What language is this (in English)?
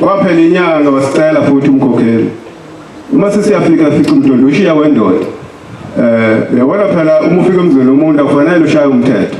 Zulu